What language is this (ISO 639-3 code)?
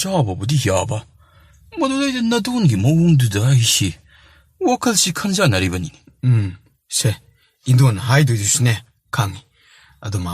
mni